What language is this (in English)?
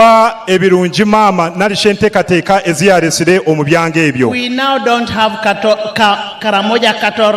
Nyankole